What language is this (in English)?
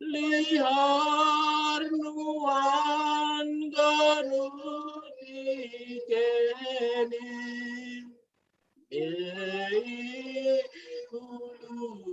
Batak Simalungun